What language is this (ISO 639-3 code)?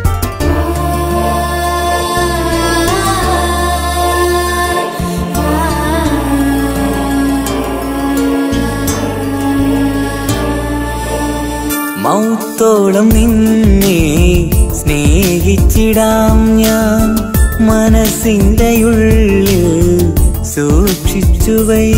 mal